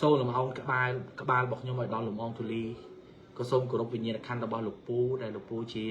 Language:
Khmer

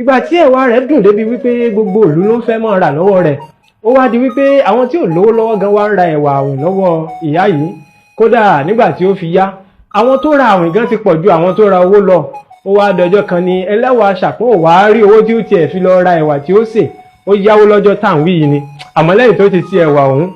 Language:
Yoruba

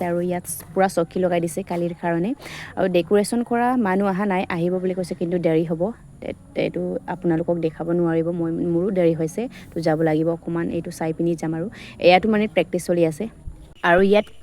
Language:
Assamese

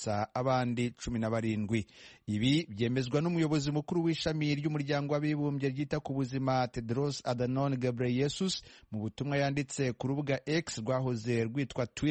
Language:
Kinyarwanda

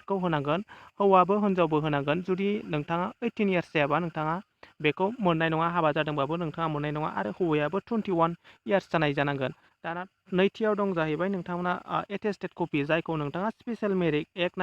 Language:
Bodo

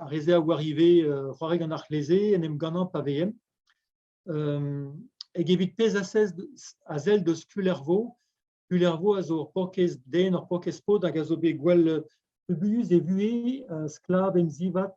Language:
Breton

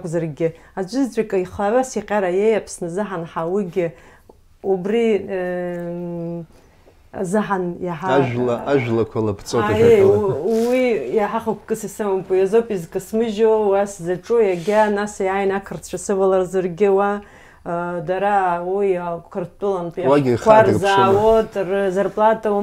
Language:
Abkhazian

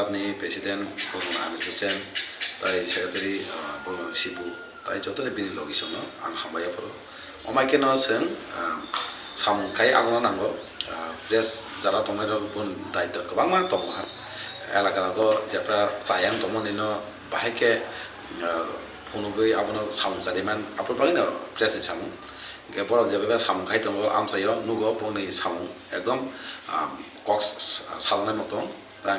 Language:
Riang (India)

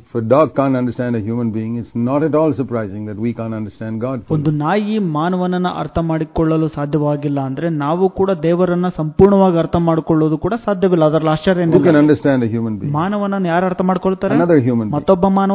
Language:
Kannada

